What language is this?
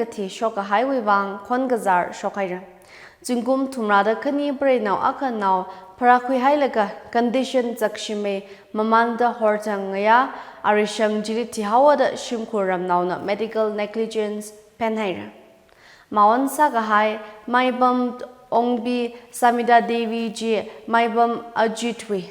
Tangkhul Naga (India)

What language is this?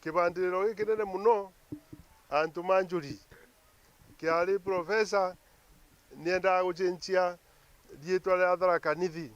Meru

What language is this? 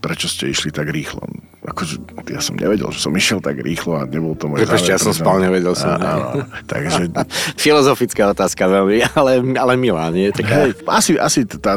Slovak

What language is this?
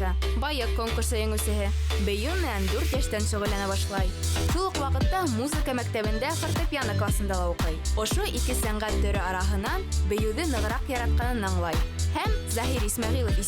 Bashkir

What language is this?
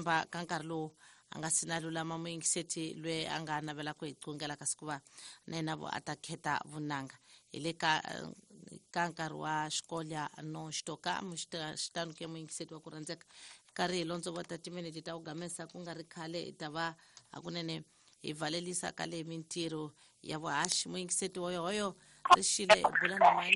Tsonga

